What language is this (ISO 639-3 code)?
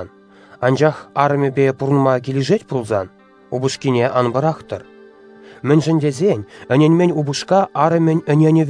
chv